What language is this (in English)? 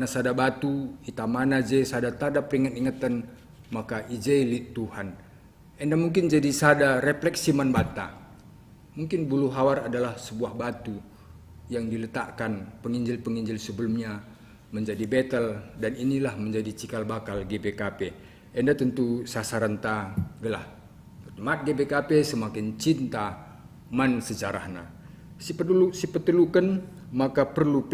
Batak Karo